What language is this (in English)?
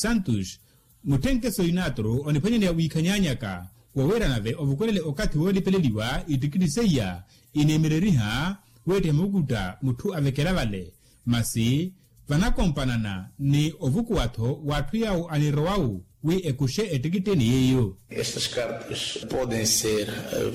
Makhuwa